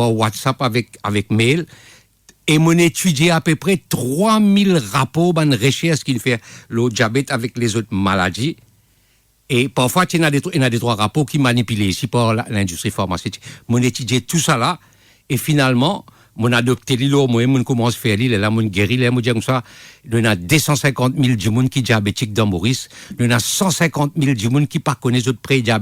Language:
Morisyen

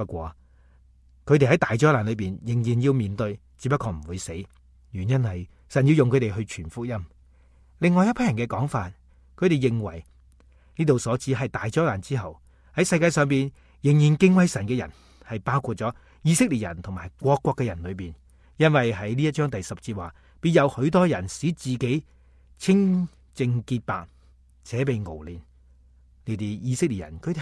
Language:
Cantonese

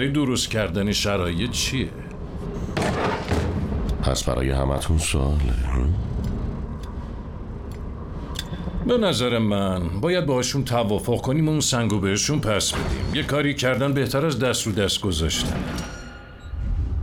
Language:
Persian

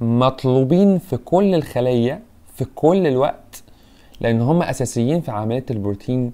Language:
Egyptian Arabic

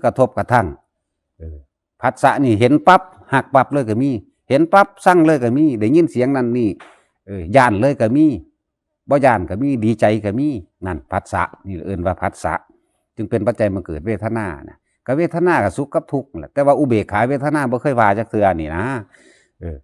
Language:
Northeastern Thai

